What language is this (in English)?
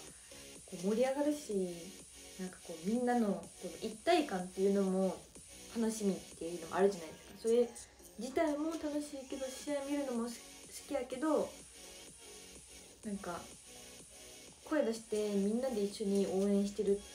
Japanese